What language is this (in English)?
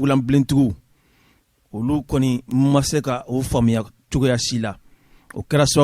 Bambara